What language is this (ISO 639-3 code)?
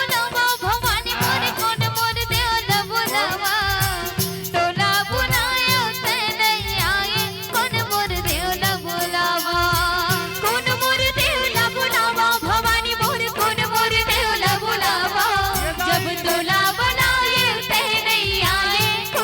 hne